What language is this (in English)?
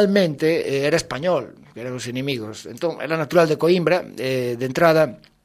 Galician